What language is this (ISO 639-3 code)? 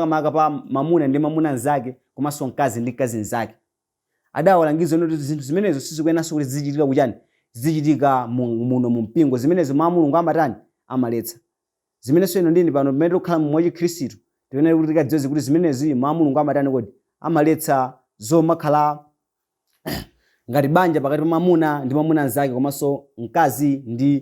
nya